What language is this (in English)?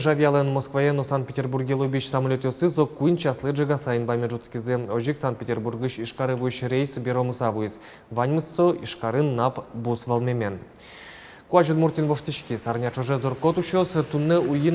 Udmurt